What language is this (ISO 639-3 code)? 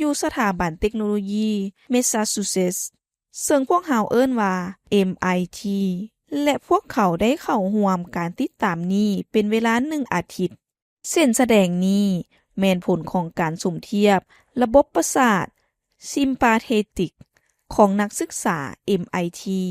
lao